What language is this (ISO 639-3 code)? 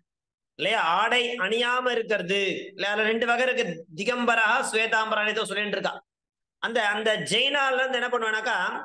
tam